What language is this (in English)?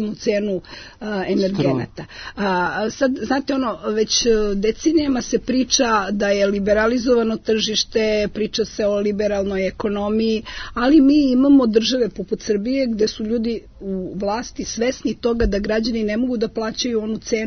Serbian